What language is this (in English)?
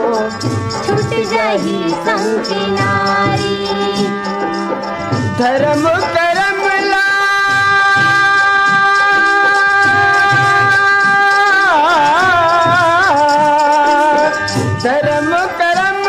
Chhattisgarhi